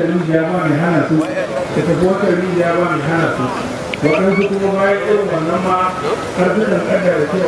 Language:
Hausa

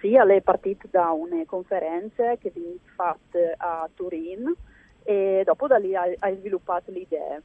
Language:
Friulian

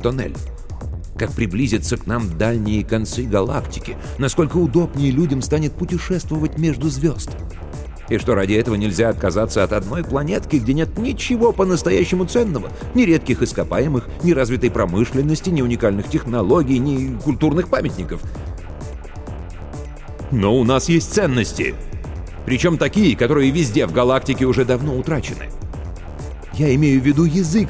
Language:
Russian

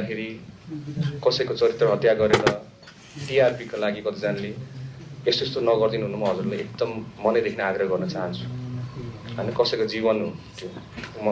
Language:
Nepali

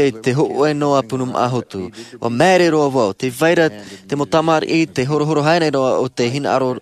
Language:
Tahitian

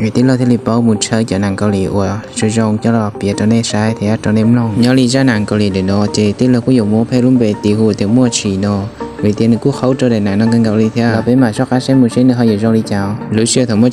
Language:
Hmong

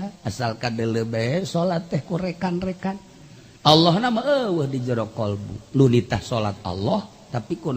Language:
Sundanese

